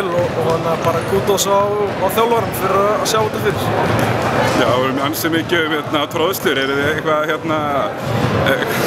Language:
Icelandic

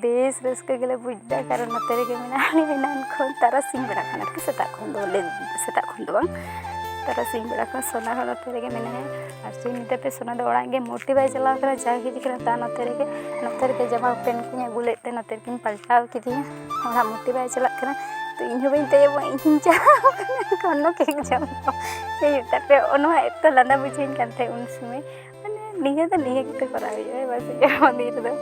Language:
Santali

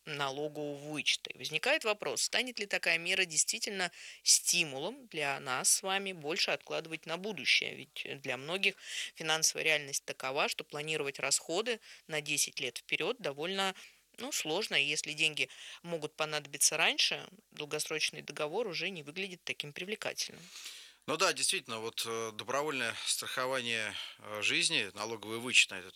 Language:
Russian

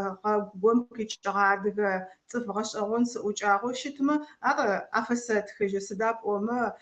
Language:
Adyghe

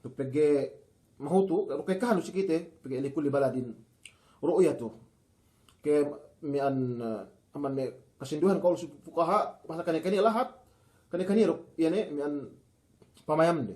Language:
Yakan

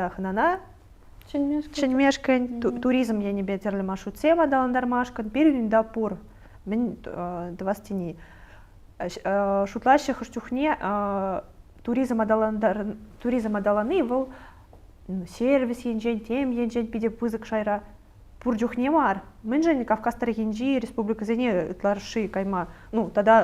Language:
Chuvash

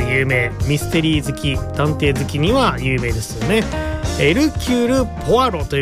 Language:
Japanese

